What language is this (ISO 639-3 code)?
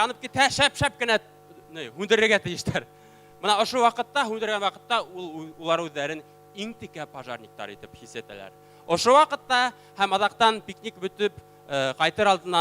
bak